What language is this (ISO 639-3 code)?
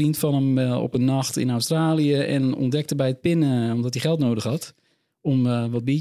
nld